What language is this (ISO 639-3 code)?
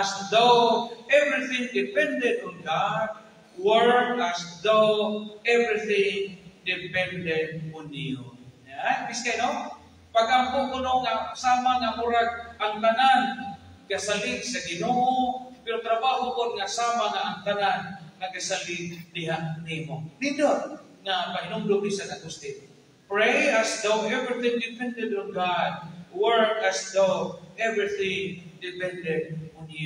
ceb